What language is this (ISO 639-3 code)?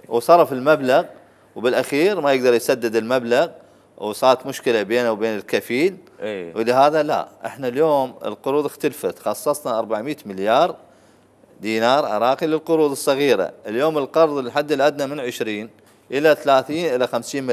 acm